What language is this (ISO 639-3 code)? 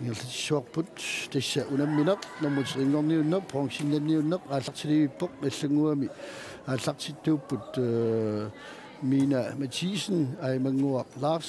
kal